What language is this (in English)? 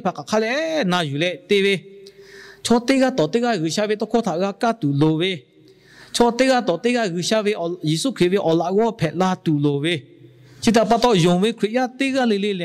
Lahu